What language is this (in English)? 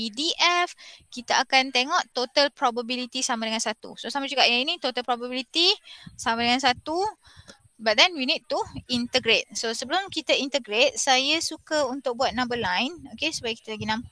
Malay